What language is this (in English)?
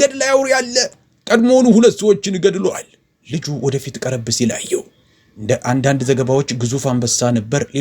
Amharic